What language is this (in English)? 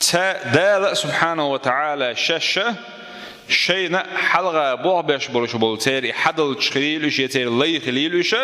Chechen